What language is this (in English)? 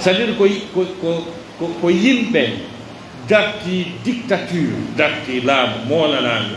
Pular